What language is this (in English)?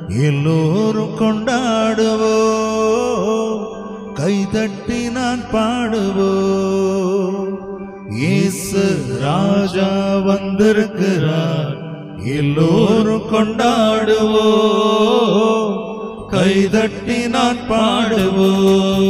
Tamil